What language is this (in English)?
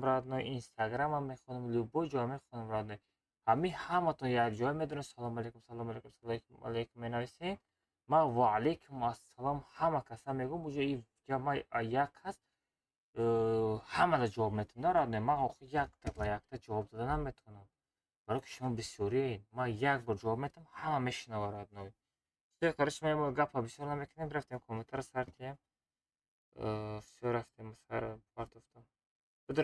Tajik